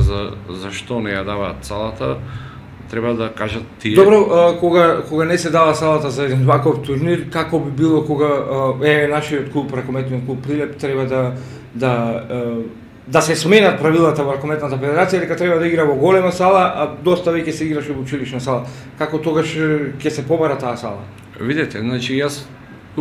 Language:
Macedonian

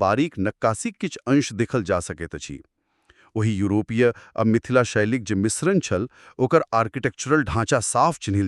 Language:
Maithili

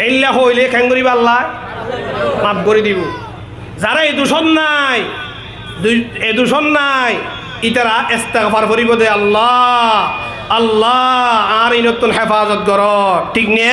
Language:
Rohingya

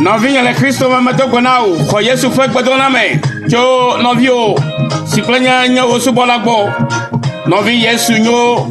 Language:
Ewe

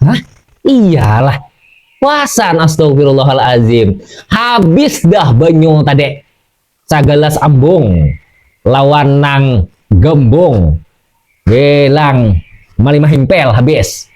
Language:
Banjar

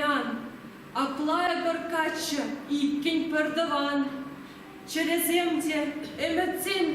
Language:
Chuvash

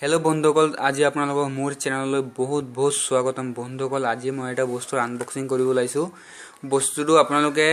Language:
Assamese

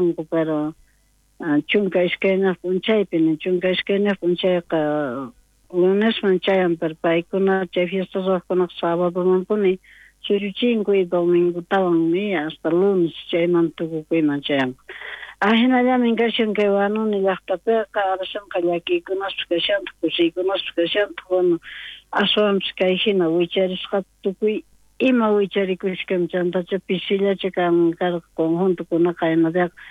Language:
South Bolivian Quechua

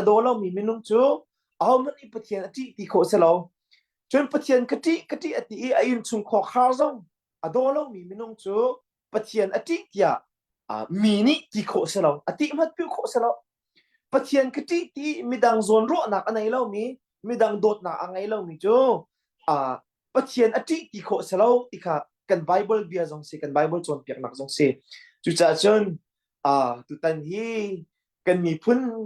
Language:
Hakha Chin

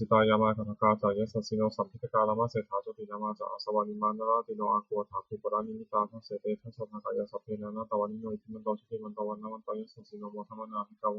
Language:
Pali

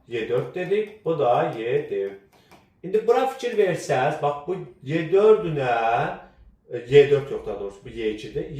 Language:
Azerbaijani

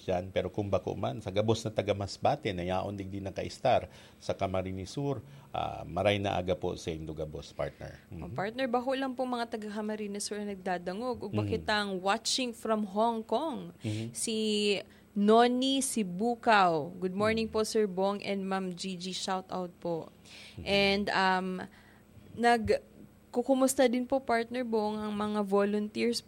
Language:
Bikol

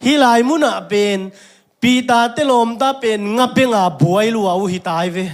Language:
Tedim Chin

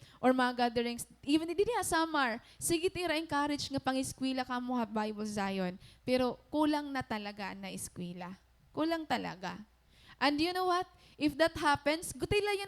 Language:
Waray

